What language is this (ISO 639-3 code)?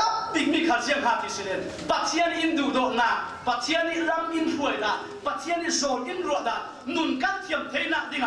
cfm